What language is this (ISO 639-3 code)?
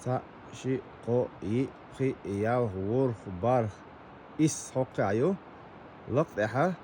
che